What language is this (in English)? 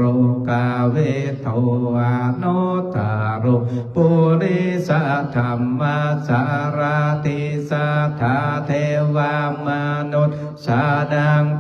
Pali